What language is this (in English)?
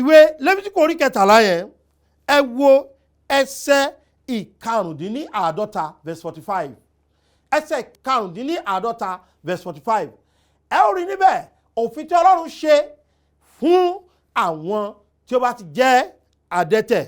Yoruba